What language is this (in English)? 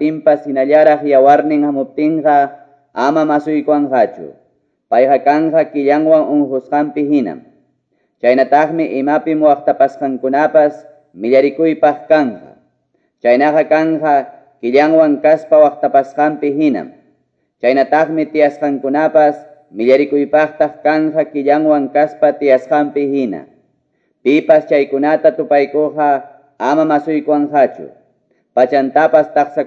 Ayacucho Quechua